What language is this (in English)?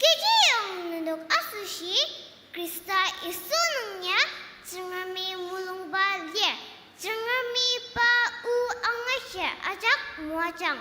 Ao Naga